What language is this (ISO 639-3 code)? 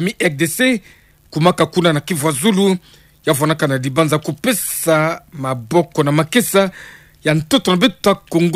ktu